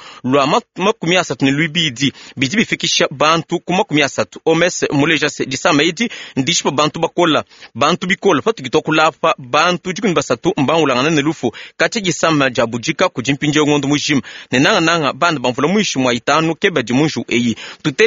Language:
Luba-Lulua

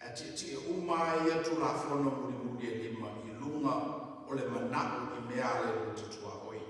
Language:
Samoan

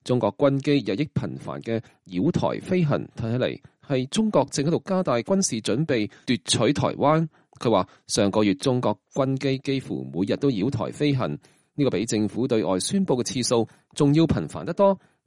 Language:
Cantonese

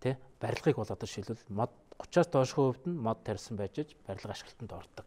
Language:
Mongolian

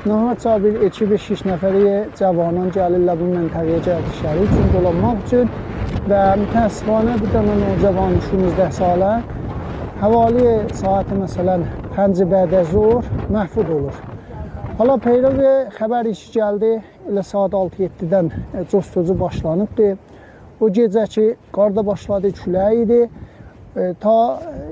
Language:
Azerbaijani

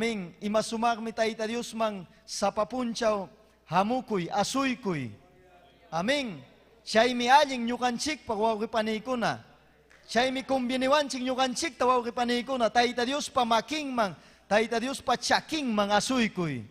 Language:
Ayacucho Quechua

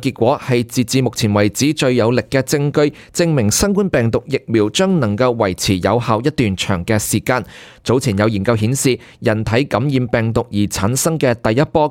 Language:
Cantonese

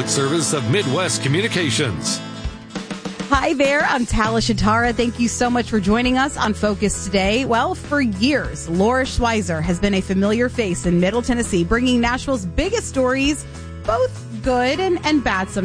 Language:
English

